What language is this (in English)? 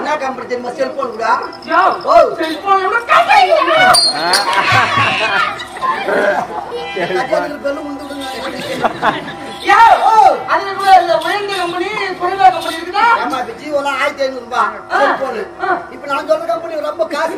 Tamil